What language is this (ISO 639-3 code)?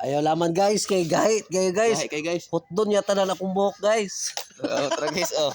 ceb